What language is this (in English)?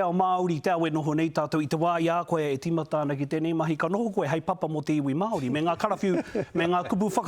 Māori